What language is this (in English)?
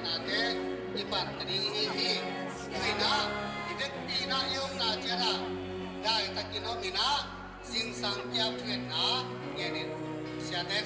Tedim Chin